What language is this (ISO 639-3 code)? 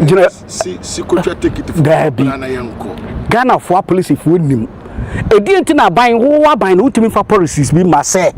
aka